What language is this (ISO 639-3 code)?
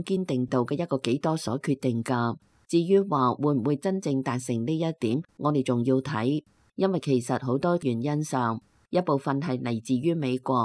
yue